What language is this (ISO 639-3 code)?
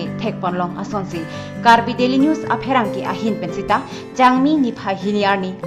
mjw